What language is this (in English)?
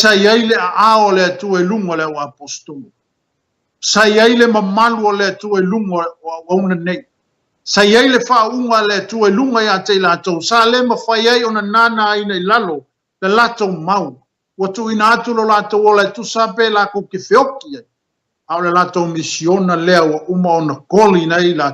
Samoan